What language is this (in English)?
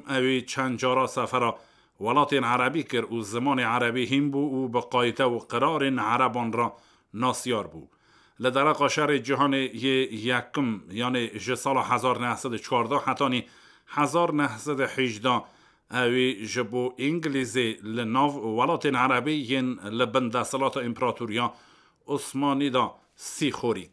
Kurdish